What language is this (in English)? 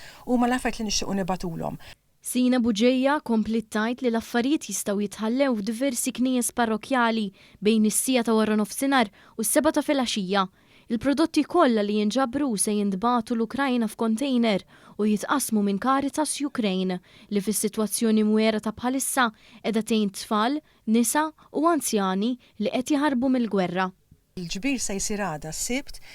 Maltese